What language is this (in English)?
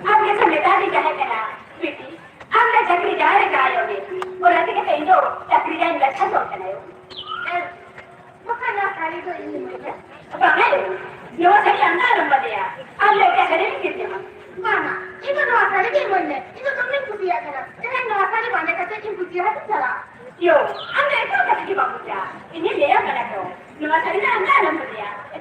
Santali